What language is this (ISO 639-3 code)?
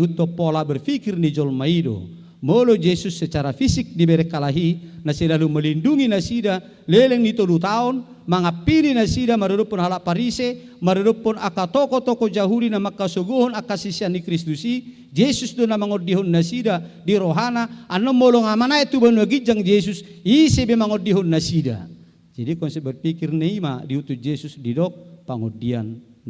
bbc